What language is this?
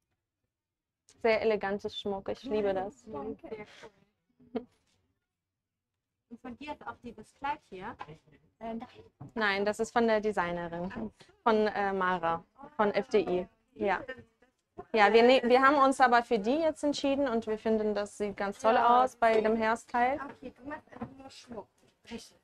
German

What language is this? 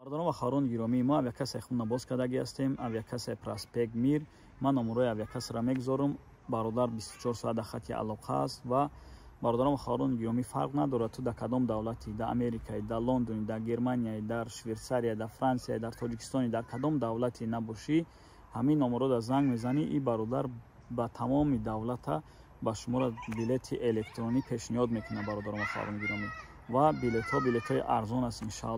Tajik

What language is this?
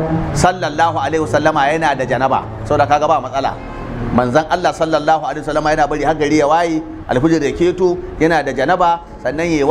Hausa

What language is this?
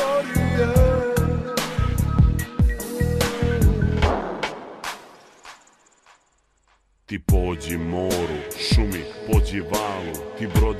Croatian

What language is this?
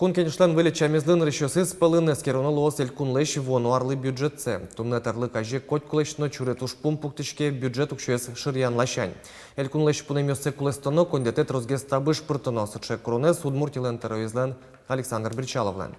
Udmurt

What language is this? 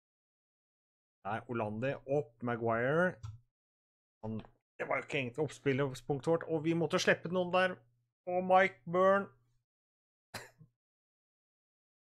Norwegian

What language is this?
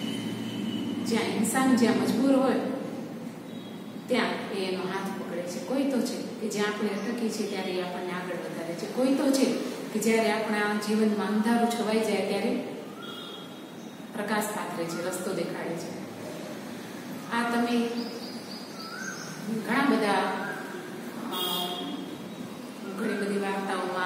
Gujarati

